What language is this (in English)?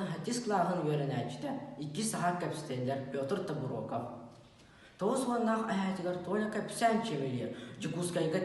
Yakut